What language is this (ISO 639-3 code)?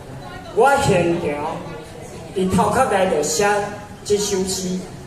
nan